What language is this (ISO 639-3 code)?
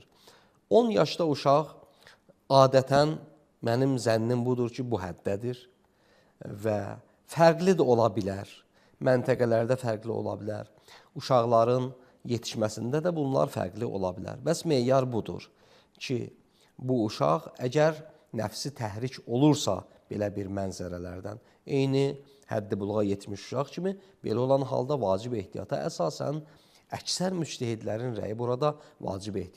aze